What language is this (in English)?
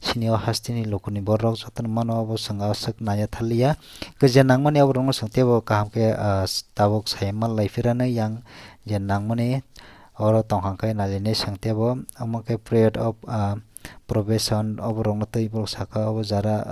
Kok Borok